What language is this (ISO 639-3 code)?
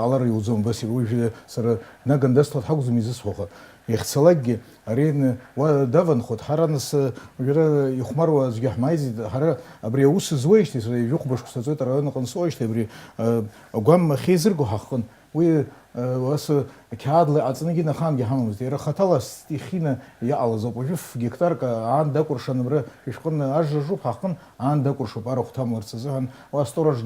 abk